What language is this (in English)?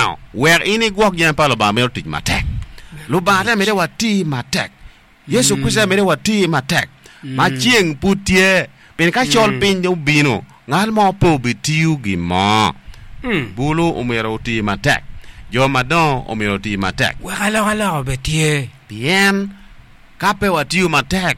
Acoli